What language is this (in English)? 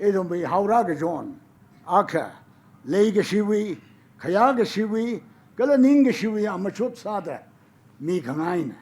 Tangkhul Naga (India)